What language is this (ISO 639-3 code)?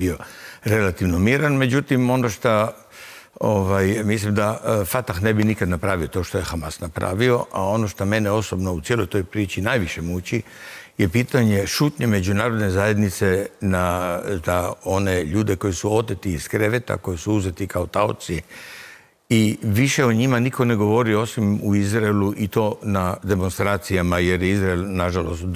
hrv